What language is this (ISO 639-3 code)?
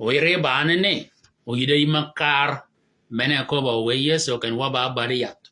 shk